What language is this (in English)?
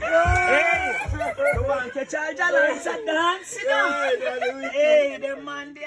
Jamaican Creole English